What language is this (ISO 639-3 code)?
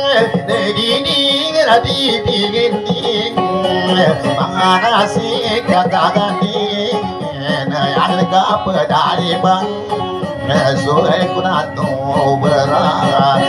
mdh